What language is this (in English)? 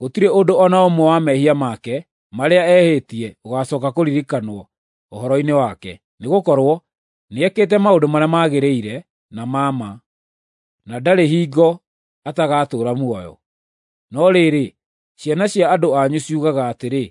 Kikuyu